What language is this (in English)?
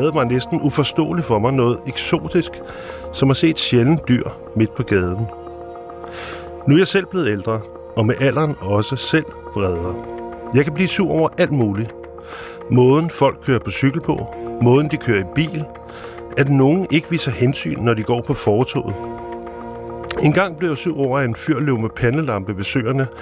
Danish